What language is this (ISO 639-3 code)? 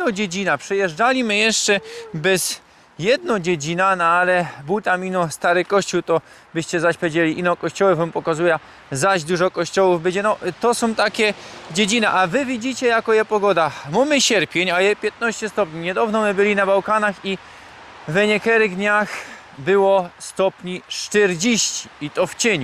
szl